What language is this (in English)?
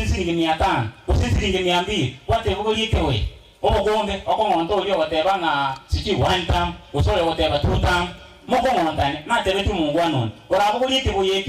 Gusii